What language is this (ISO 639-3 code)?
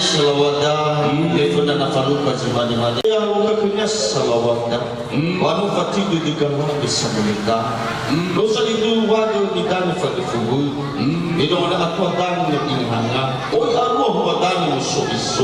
nia